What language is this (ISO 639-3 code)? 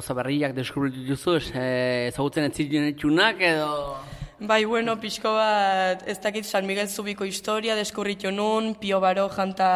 eus